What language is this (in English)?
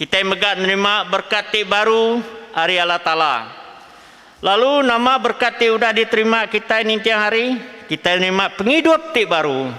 Iban